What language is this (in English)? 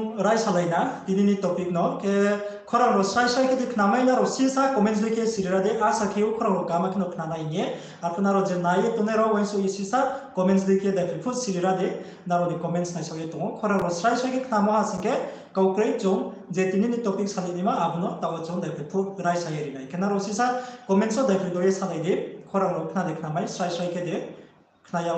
Riang (India)